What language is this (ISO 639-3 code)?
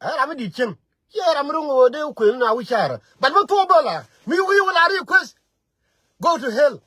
nus